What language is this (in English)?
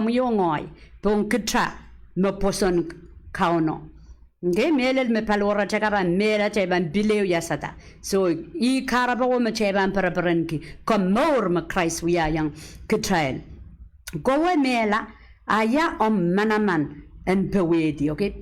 Pohnpeian